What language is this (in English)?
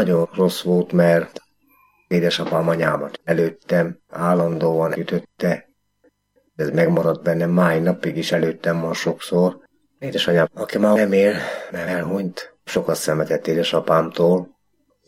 Hungarian